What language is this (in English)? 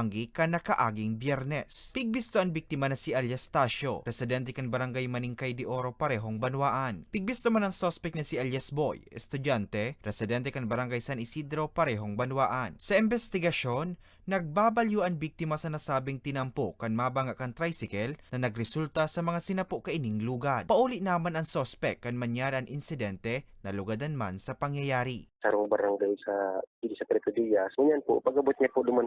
Bikol